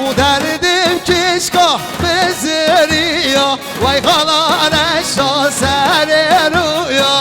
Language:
Kurdish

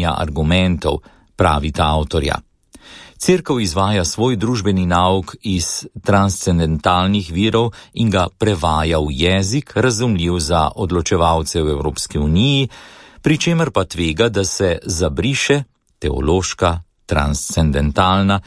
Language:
Slovenian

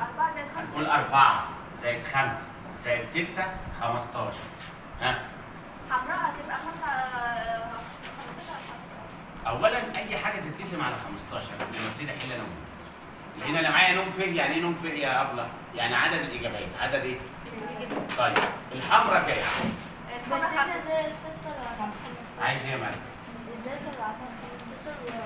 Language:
Egyptian Arabic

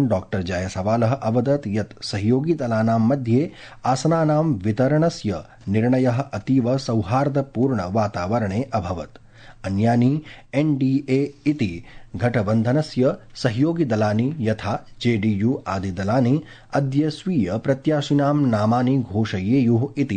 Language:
Sanskrit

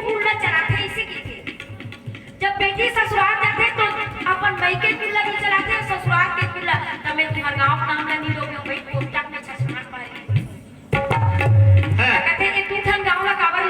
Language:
Chhattisgarhi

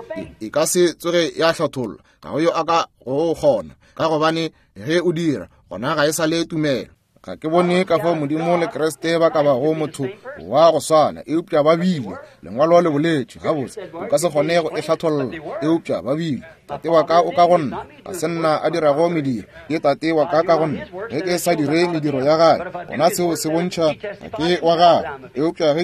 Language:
Northern Sotho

